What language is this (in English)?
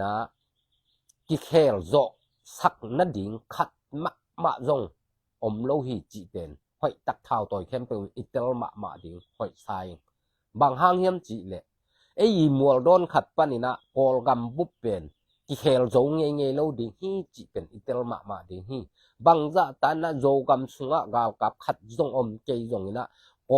Tedim Chin